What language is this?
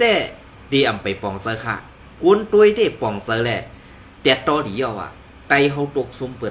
Shan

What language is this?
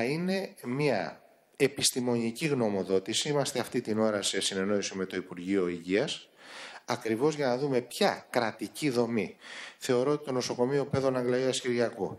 Greek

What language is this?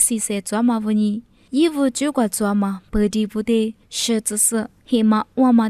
Lisu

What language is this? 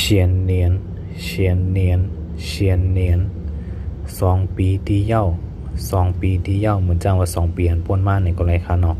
Shan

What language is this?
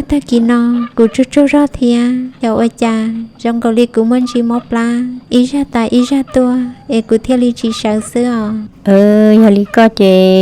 Hmong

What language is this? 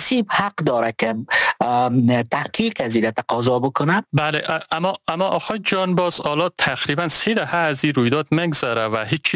Persian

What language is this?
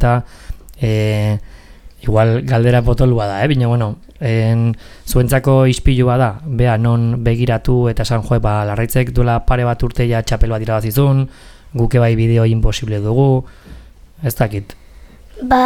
Basque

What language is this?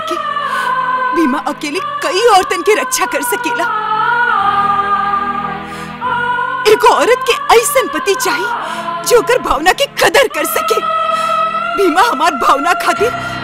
Bhojpuri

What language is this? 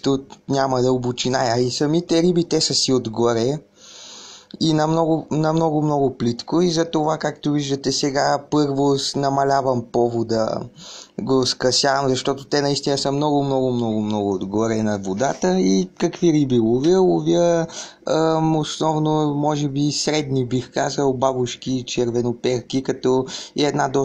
Bulgarian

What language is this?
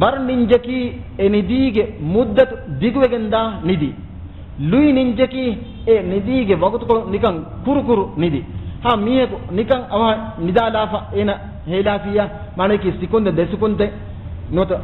Divehi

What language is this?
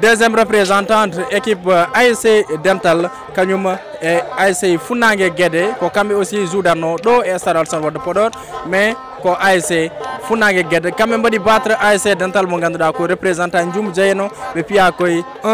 Fula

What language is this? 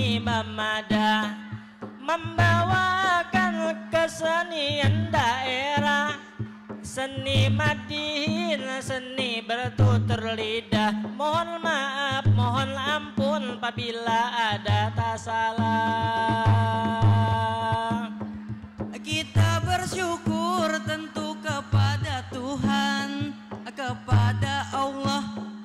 Banjar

